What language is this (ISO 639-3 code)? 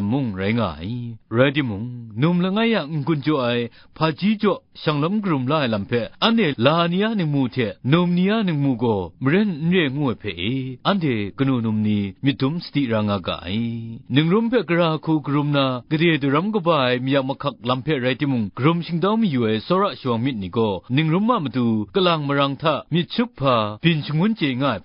kac